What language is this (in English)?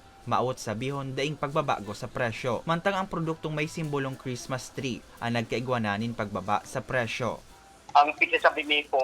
Bikol